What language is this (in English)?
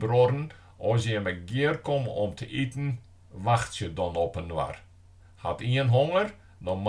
Western Frisian